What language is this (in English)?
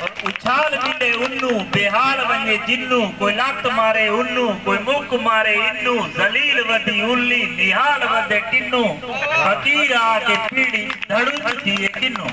Saraiki